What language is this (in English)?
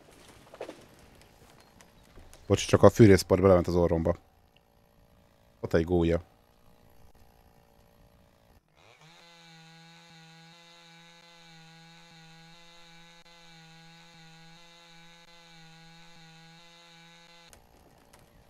Hungarian